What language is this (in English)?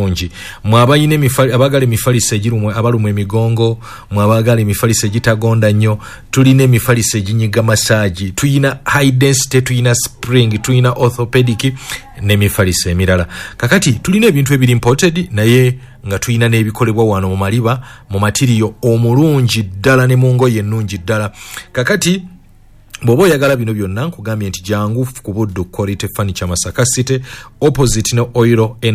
Ganda